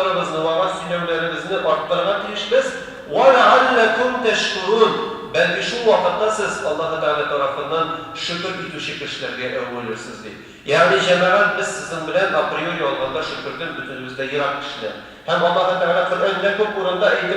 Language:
Tatar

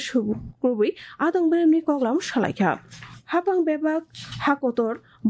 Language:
Kok Borok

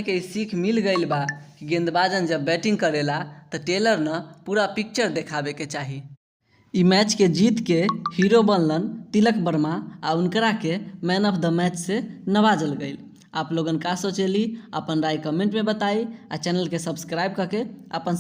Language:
Bhojpuri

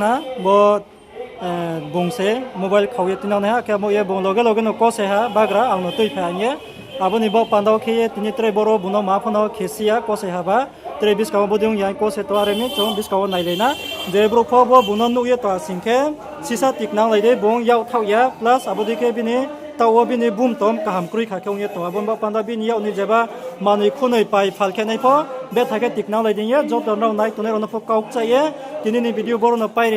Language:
Riang (India)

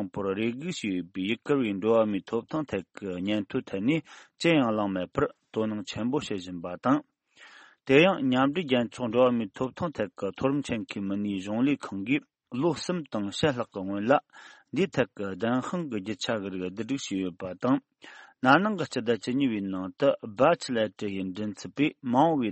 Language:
Tibetan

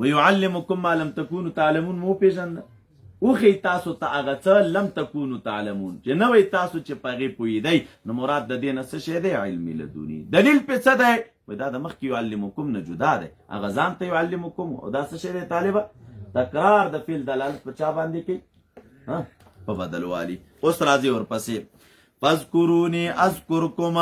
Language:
Pashto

